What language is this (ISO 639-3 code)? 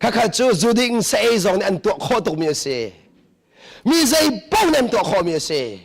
cnh